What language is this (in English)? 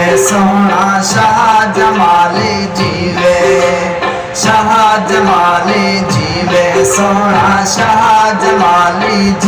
Saraiki